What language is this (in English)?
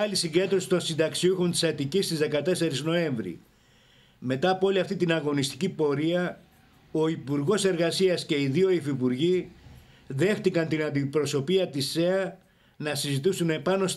Greek